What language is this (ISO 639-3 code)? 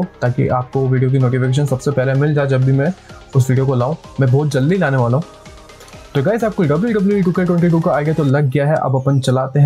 hin